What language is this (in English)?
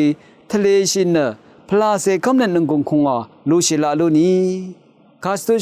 Rawang